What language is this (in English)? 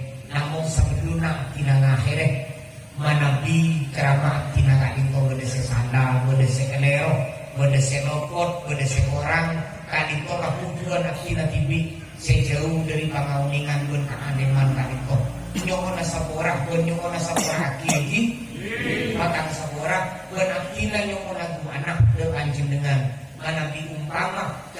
Madurese